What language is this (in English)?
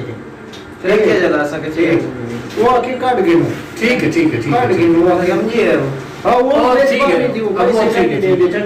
Saraiki